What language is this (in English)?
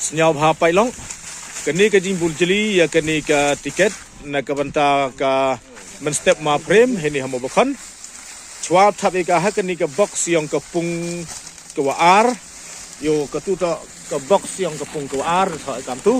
Khasi